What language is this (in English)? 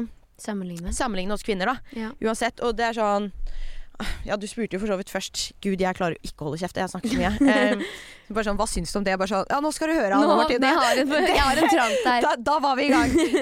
Norwegian